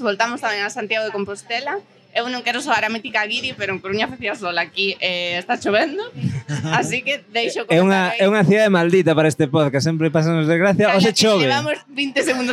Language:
Galician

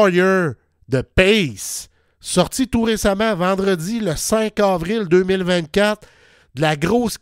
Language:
French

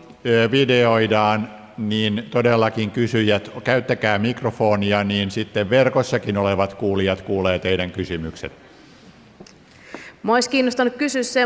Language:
Finnish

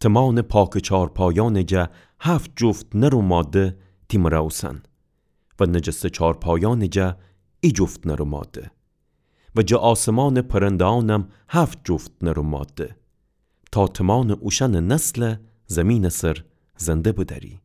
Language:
Gilaki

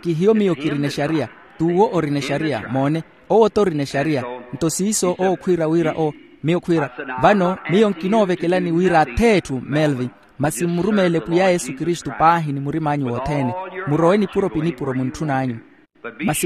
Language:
Makhuwa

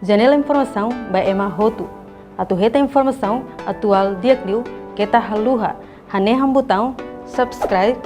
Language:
Tetum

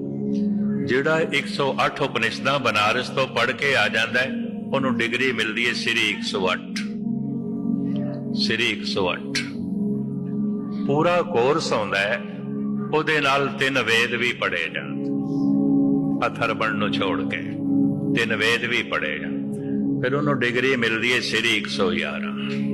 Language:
Punjabi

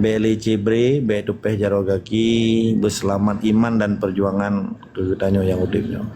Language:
Achinese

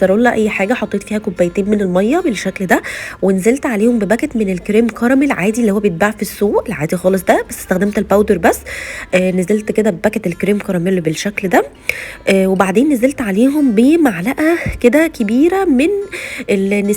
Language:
Egyptian Arabic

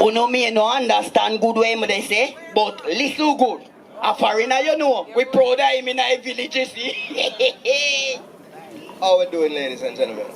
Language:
Jamaican Creole English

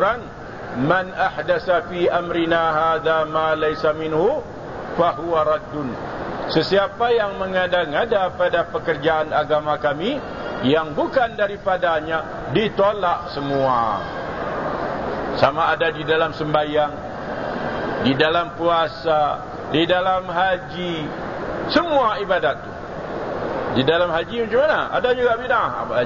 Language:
Malay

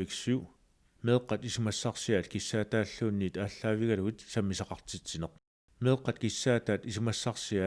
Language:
Kalaallisut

